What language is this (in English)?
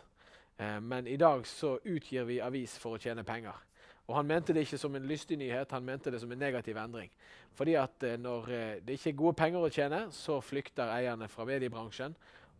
Norwegian